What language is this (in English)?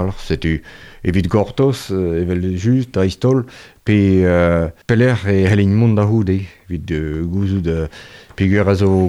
Breton